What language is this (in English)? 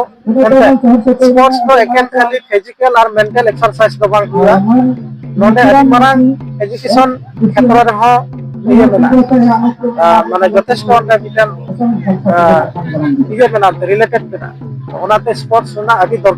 Santali